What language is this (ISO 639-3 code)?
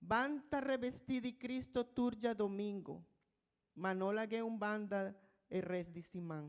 pap